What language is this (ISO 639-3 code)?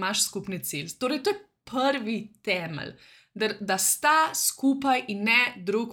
slv